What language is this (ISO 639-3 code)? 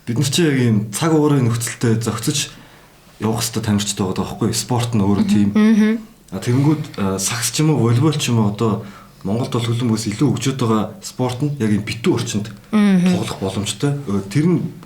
mon